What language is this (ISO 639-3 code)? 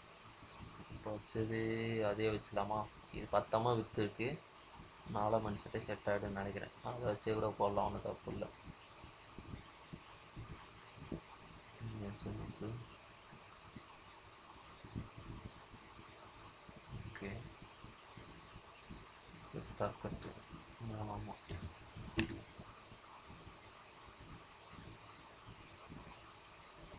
tam